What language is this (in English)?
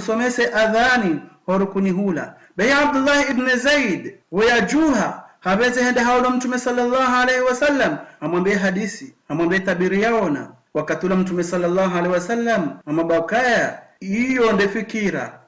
Ngazidja Comorian